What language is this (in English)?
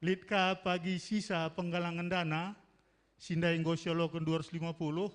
Batak Karo